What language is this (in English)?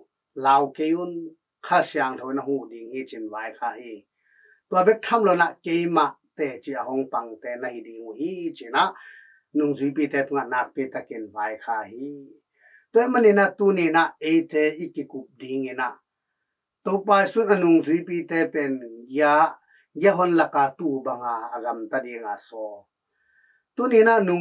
Tedim Chin